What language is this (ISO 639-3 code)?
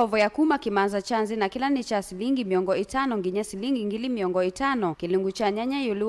kam